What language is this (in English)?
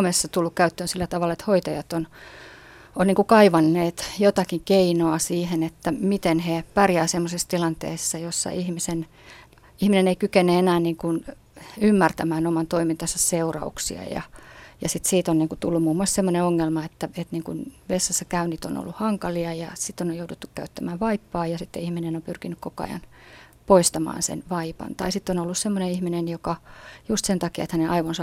Finnish